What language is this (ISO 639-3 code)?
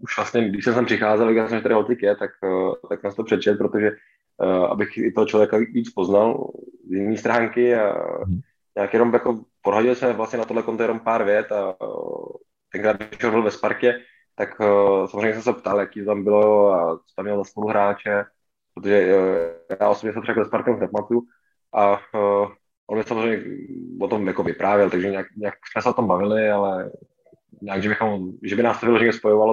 ces